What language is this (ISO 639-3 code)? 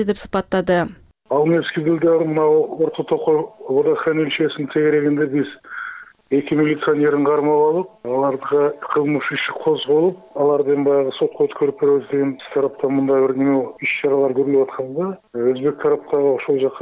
kir